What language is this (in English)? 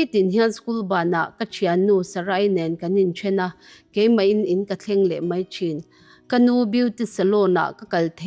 Mizo